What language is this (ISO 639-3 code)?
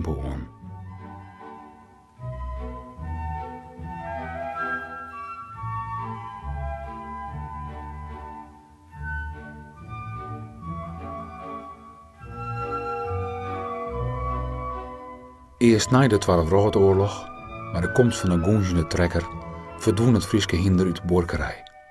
nld